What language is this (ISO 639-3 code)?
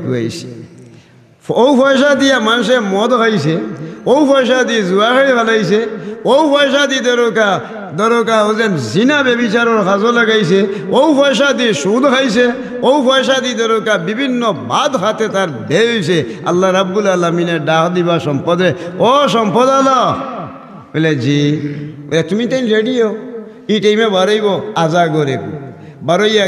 syl